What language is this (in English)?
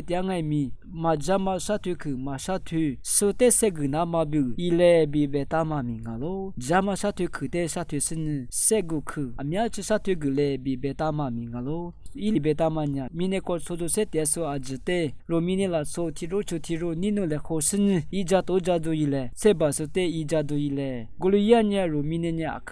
Lisu